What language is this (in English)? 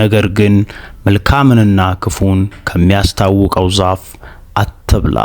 Amharic